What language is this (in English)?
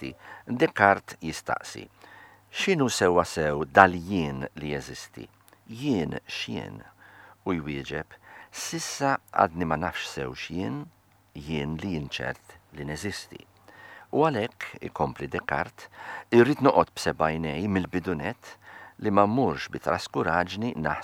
Maltese